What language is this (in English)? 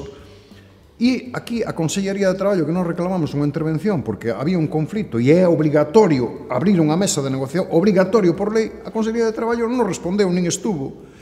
Galician